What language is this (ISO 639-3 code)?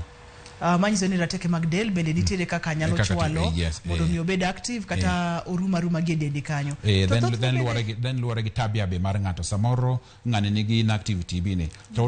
luo